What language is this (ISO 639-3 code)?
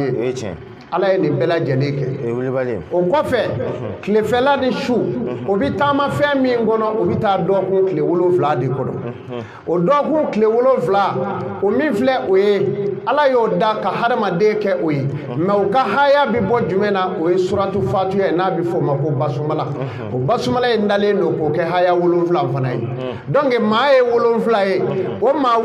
bam